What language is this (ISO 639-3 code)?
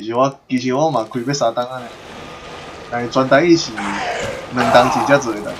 nan